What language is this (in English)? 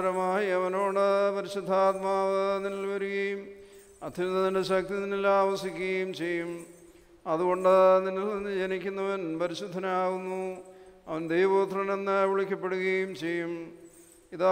Malayalam